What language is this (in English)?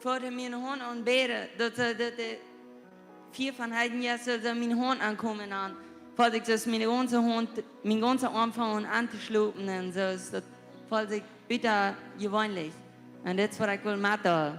Plautdietsch